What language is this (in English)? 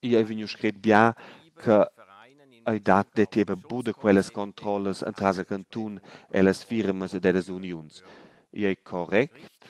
Romansh